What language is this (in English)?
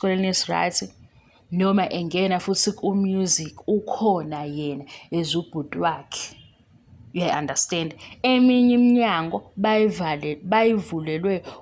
Zulu